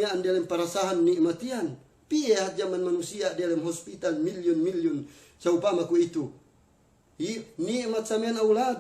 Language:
Yakan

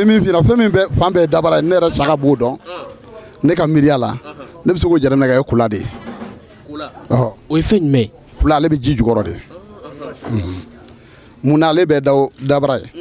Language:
Bambara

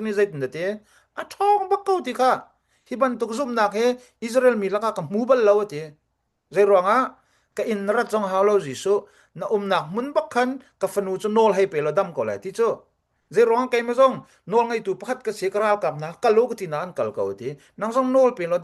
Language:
Hakha Chin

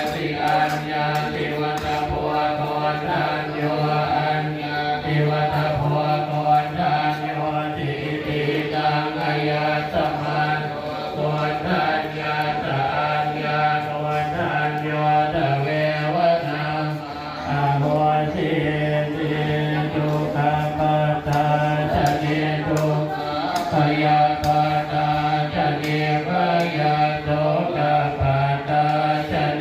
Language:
Pali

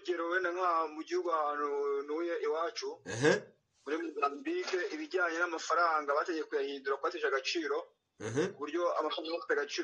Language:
Kinyarwanda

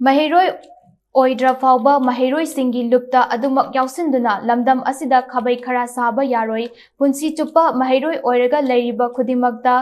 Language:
Manipuri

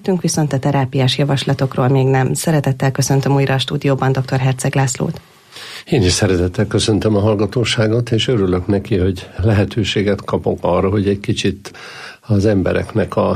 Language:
Hungarian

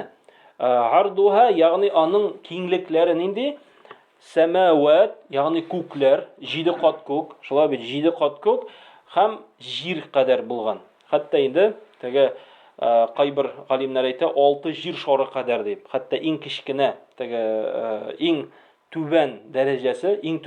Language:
Tatar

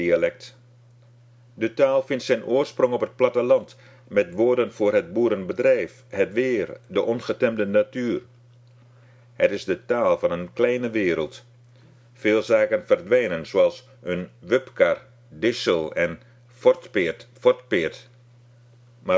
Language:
Dutch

